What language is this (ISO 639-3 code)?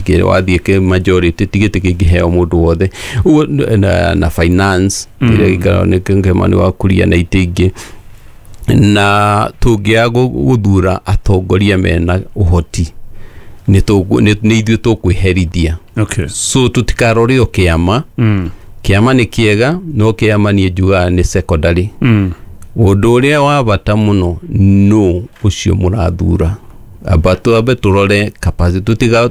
kik